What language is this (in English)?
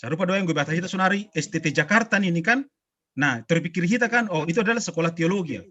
Batak Simalungun